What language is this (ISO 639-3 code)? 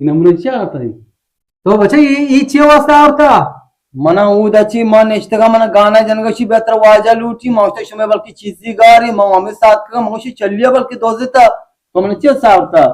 bgp